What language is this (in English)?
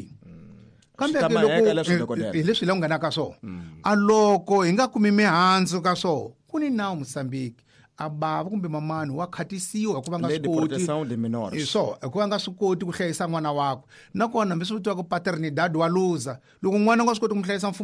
Tsonga